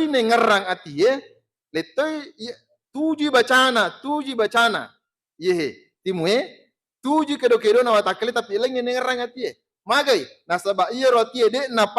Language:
Buginese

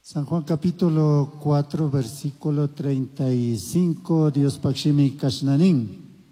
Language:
Chimborazo Highland Quichua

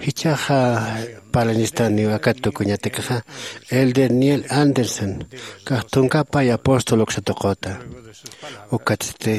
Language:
Aymara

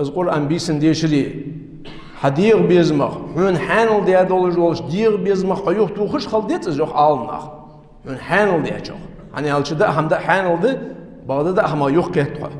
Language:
Ingush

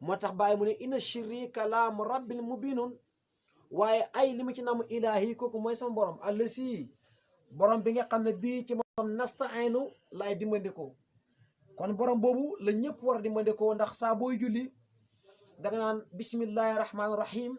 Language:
Wolof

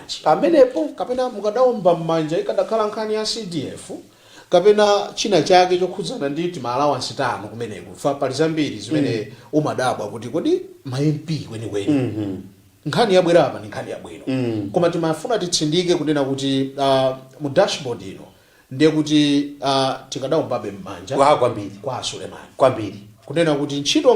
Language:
Nyanja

